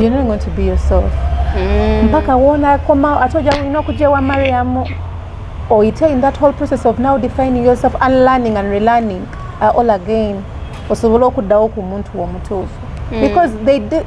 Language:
Ganda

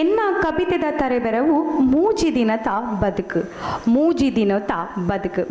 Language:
Tulu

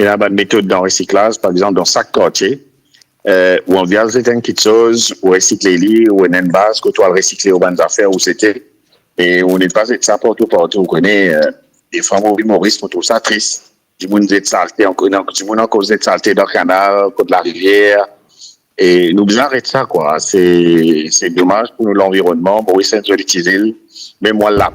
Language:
Morisyen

